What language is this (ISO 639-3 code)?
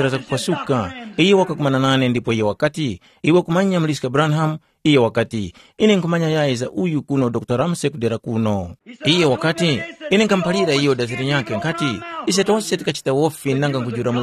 tum